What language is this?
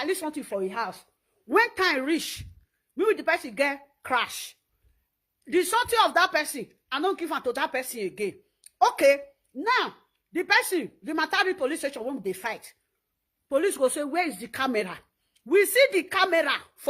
Nigerian Pidgin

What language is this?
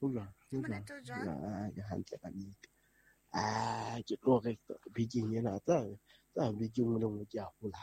Southern Sotho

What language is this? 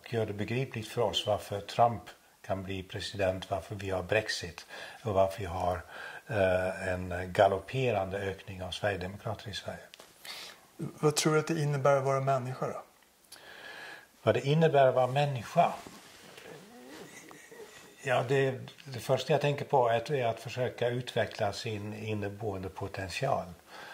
Swedish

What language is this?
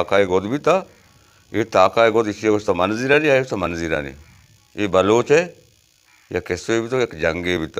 Baluchi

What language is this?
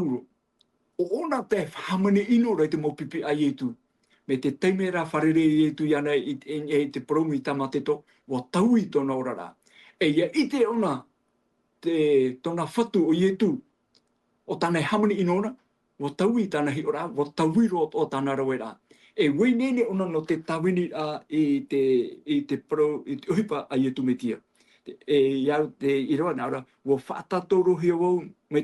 Tahitian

